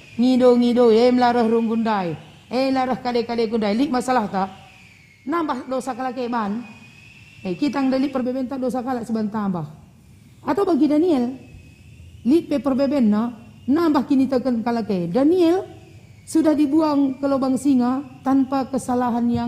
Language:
Batak Karo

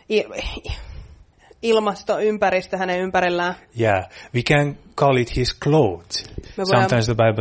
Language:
Finnish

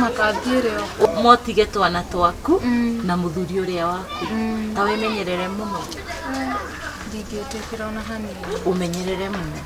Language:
Kikuyu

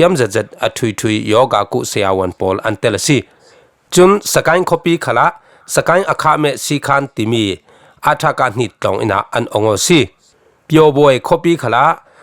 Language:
Falam Chin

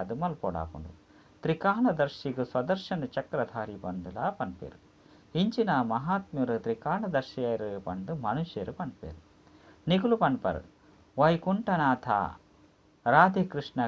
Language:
Tulu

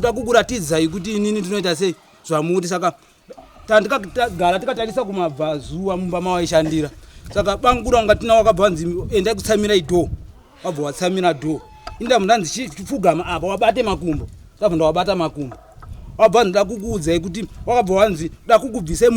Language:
Shona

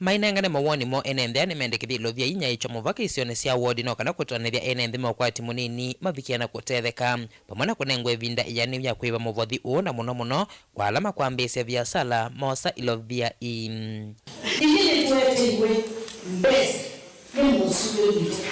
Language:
Kamba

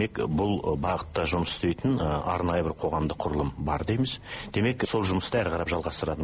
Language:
Kazakh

